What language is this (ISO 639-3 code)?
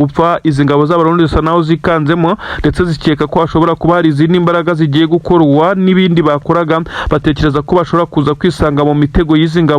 kin